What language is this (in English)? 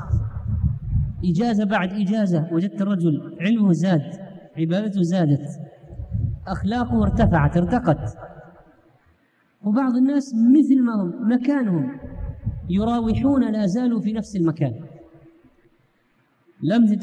Arabic